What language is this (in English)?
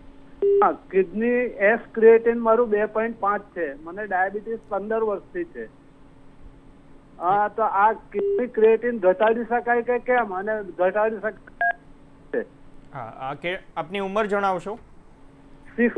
Gujarati